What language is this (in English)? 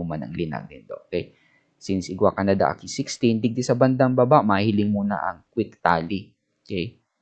Bikol